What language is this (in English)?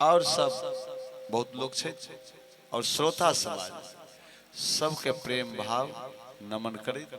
Maithili